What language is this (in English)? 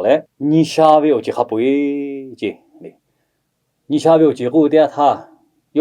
Lahu